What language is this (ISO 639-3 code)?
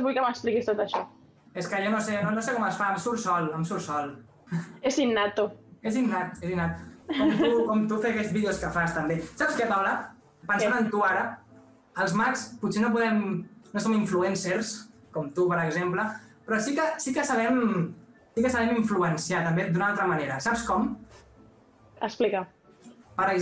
cat